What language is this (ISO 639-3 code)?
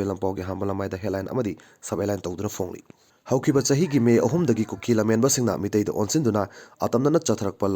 mni